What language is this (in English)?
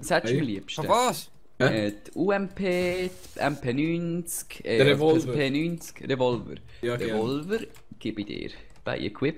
Swiss German